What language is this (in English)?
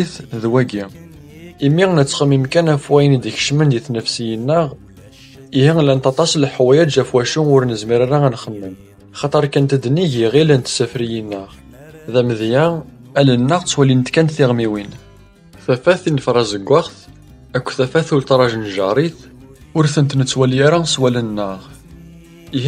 Kabyle